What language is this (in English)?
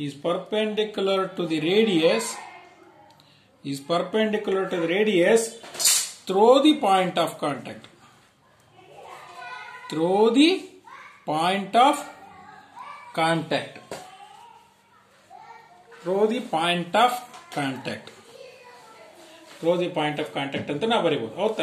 Kannada